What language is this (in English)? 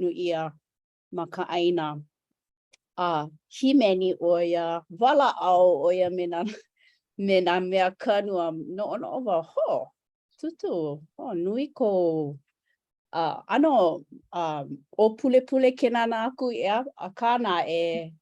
Hawaiian